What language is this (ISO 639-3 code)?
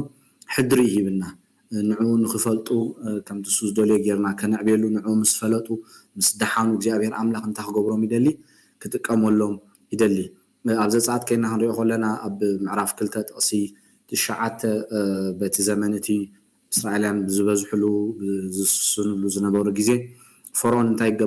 tir